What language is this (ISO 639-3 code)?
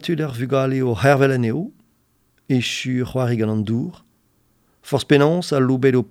bre